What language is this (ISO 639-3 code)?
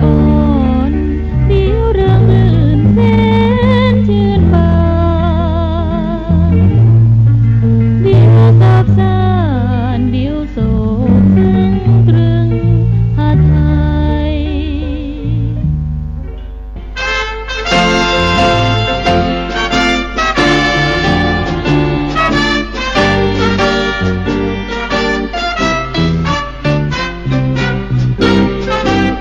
tha